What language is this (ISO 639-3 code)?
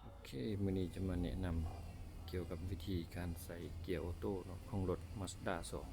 lao